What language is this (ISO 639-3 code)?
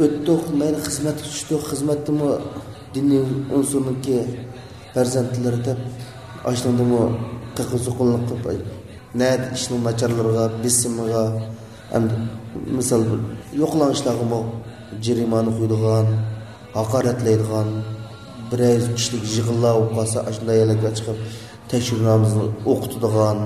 uig